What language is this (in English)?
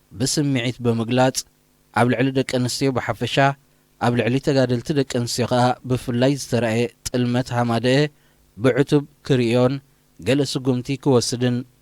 Tigrinya